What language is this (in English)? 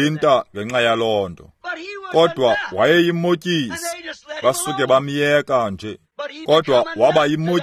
Xhosa